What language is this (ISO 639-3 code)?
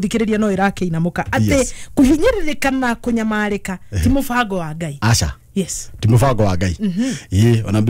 kik